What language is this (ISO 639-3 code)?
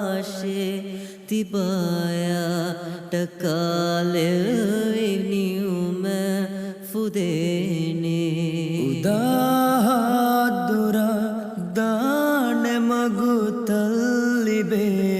div